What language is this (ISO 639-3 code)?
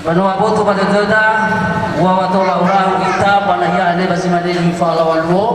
nia